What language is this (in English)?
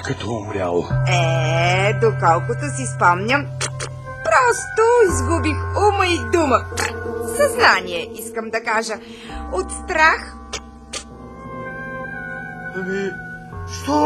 Bulgarian